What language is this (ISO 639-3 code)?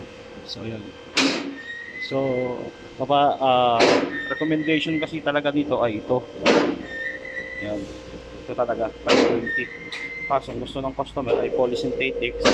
fil